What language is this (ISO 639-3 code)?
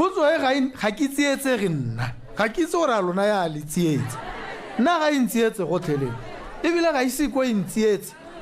tsn